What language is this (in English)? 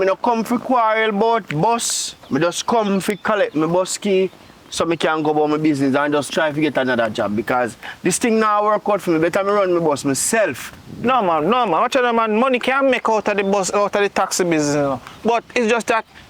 Jamaican Creole English